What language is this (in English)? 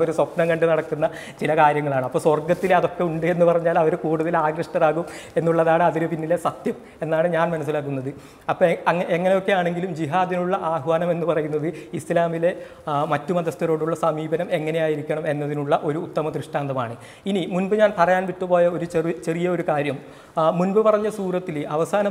Malayalam